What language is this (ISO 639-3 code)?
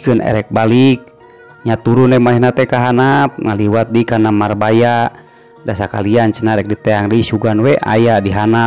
sun